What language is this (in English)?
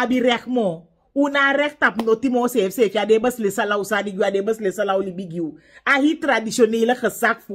Sranan Tongo